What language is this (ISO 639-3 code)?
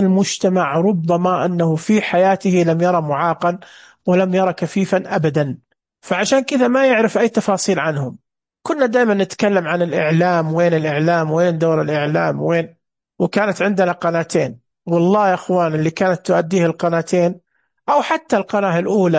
ars